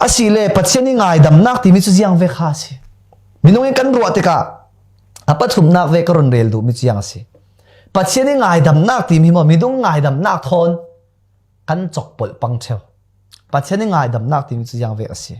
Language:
Falam Chin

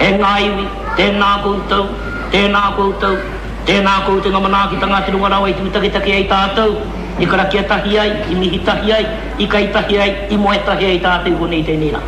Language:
Māori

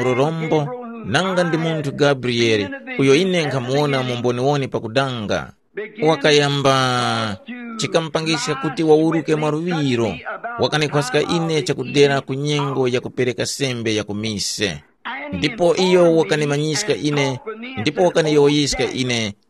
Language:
Tumbuka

